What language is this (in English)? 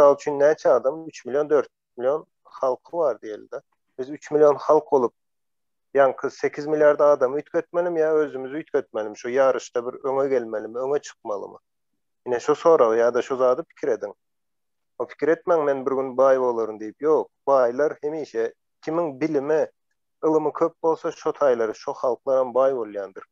Turkmen